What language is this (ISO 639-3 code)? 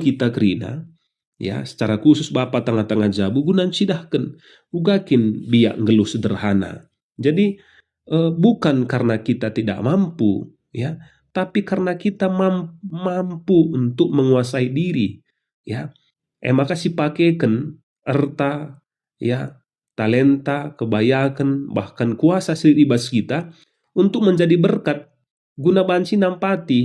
btx